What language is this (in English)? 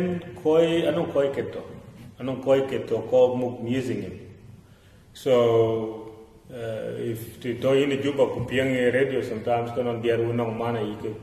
Dinka